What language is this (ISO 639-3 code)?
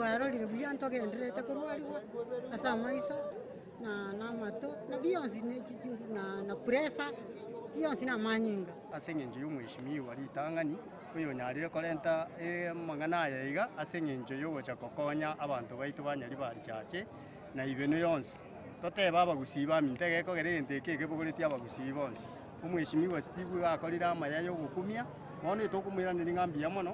guz